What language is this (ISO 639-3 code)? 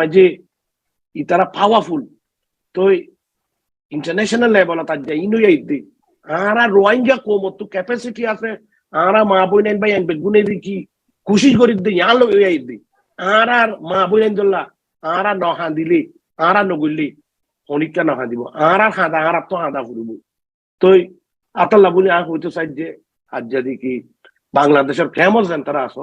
rhg